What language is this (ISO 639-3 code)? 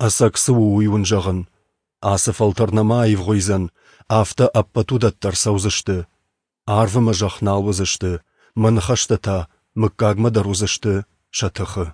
oss